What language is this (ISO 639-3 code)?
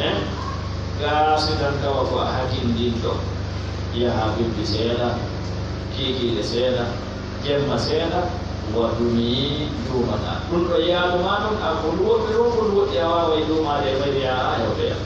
ful